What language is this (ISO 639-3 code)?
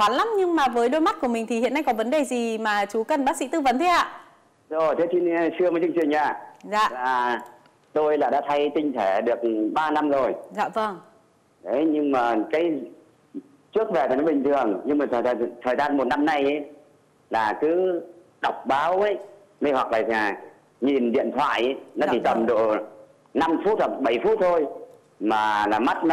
vie